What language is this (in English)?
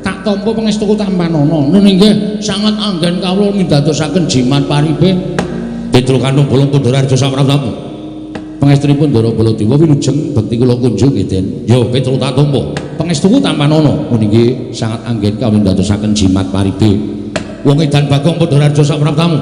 Javanese